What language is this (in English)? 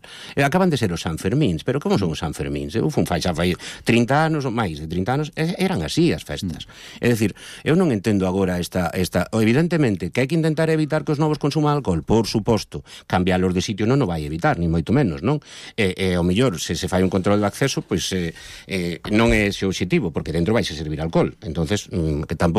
Galician